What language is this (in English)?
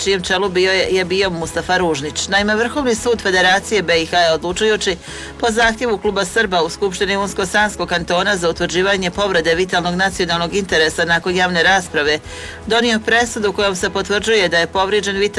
Bosnian